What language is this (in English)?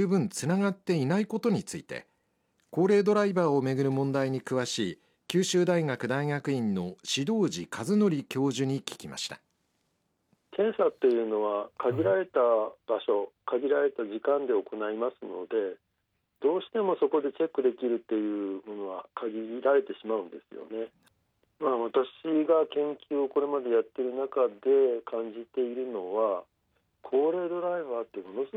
Japanese